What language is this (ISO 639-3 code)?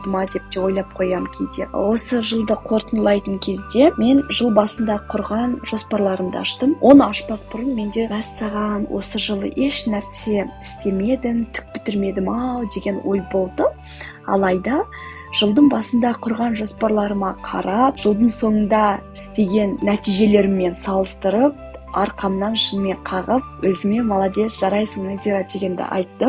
kaz